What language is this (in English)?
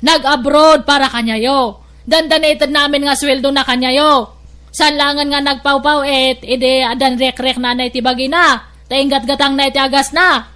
Iloko